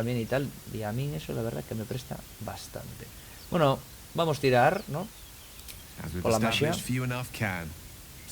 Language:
Asturian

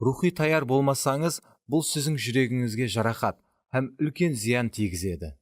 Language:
Kara-Kalpak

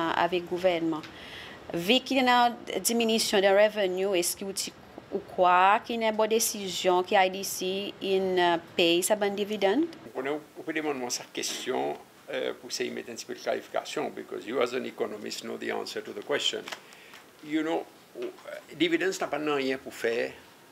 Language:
Seselwa Creole French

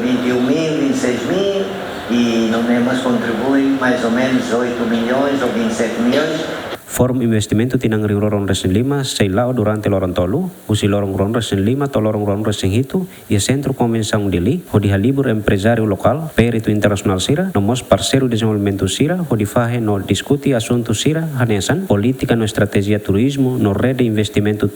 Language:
Tetum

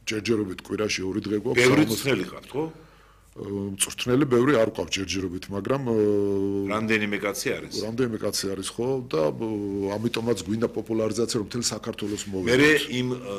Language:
Georgian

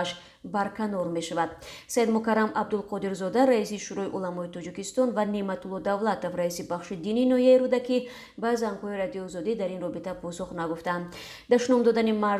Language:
Tajik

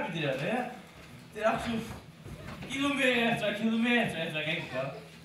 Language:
Faroese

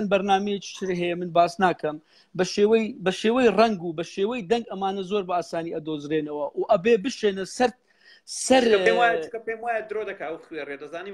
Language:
Central Kurdish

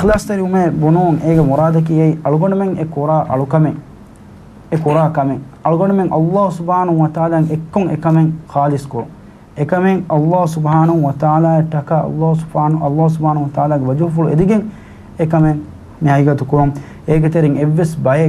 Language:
Divehi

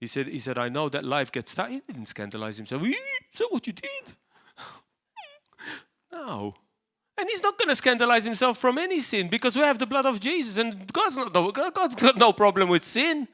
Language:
English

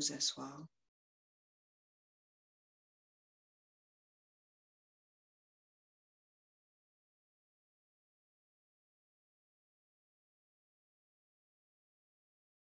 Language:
French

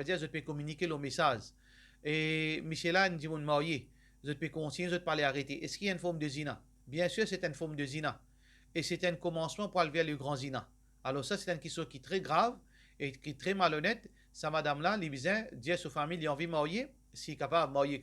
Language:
Morisyen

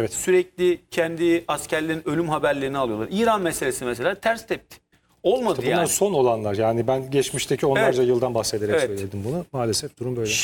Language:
Turkish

